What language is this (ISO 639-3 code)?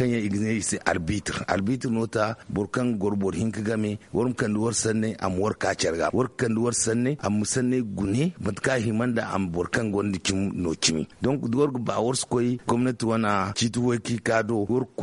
dje